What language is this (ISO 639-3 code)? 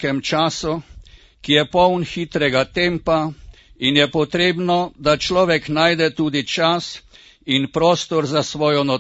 slv